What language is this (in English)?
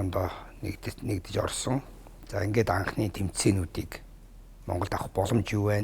Mongolian